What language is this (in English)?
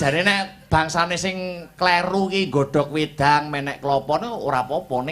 Javanese